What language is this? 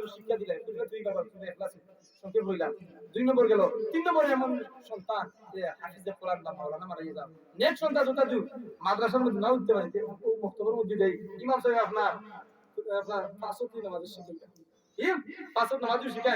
Sylheti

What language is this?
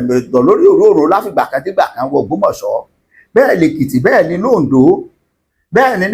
Yoruba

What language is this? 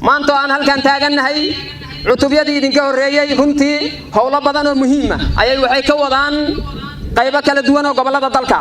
Somali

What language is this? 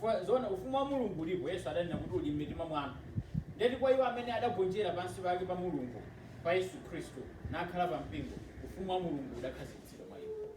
Nyanja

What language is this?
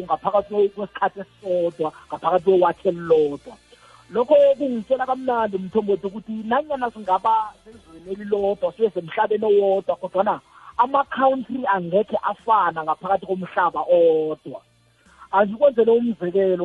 South Ndebele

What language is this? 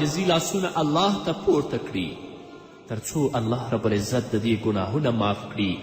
Pashto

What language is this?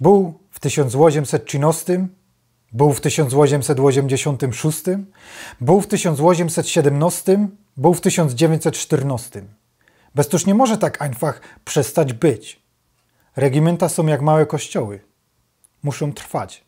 Silesian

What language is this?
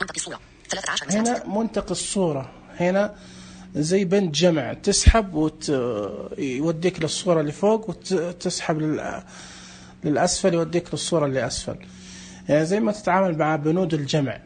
Najdi Arabic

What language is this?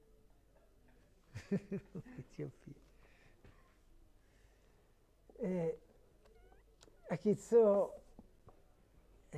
Hebrew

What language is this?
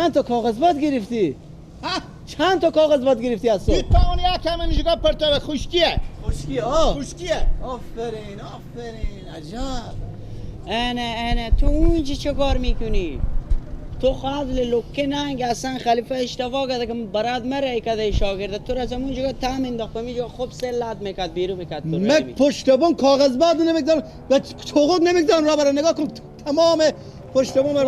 Persian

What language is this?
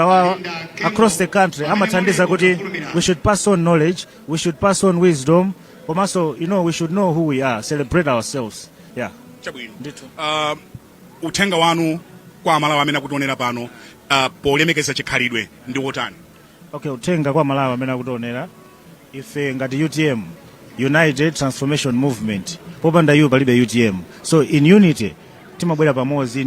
Nyanja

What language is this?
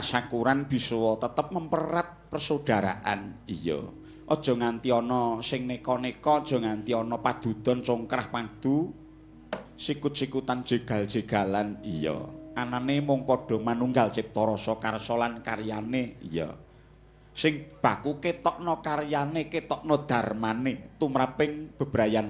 Javanese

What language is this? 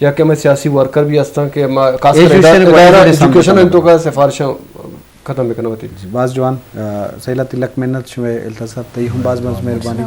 Eastern Balochi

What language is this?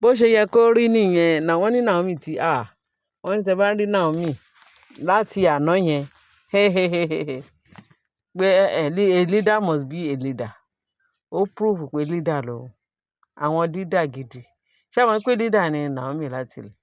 Yoruba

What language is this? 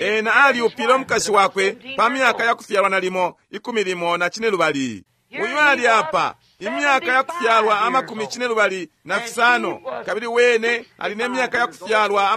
Bemba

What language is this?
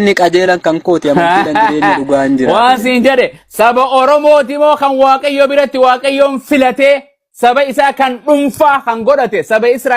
Oromo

